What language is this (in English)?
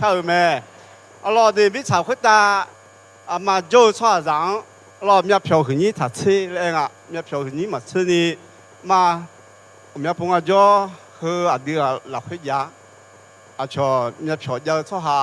Akha